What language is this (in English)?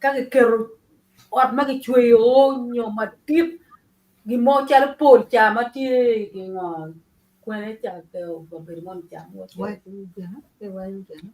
Acoli